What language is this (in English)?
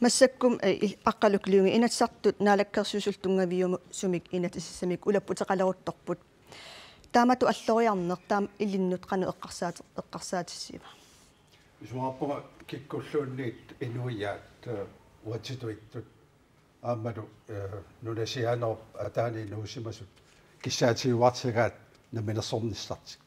Kalaallisut